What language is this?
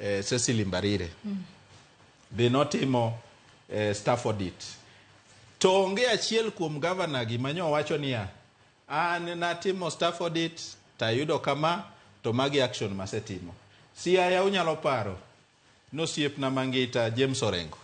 Luo (Kenya and Tanzania)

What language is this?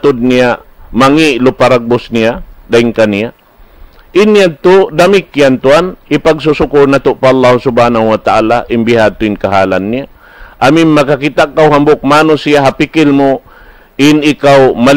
Tausug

